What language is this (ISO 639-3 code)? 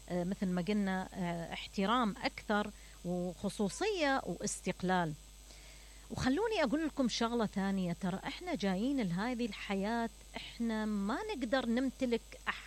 acm